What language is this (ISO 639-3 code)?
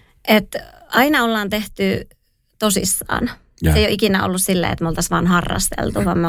fin